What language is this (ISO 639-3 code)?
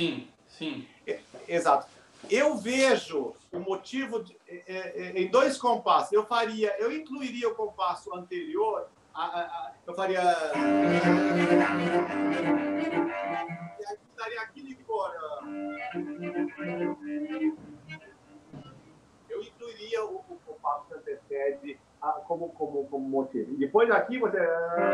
por